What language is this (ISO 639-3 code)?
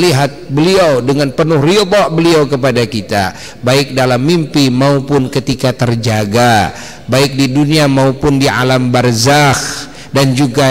ind